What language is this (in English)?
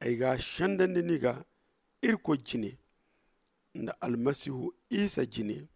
Zarma